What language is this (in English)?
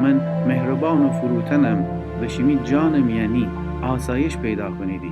Gilaki